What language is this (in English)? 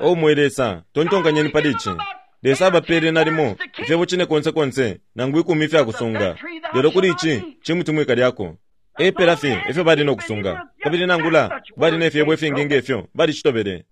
Bemba